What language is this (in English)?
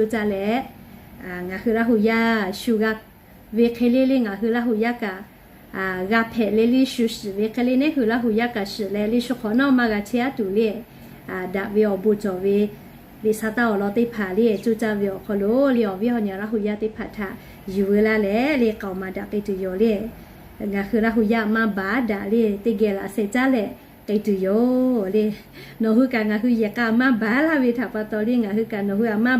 Lahu